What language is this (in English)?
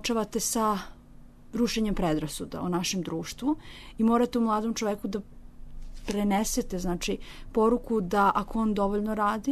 Serbian